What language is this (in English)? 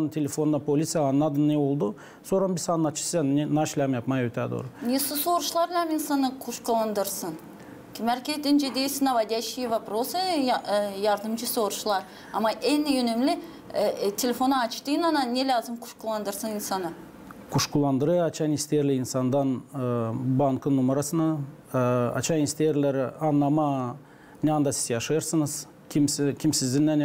Gagauz